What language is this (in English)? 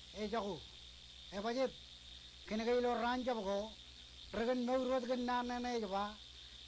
Marshallese